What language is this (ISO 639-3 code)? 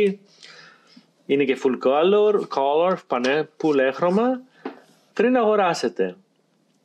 ell